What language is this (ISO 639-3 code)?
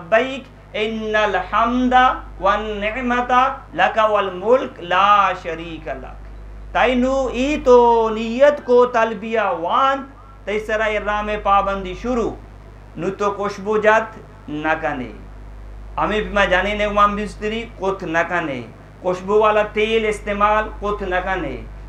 bgp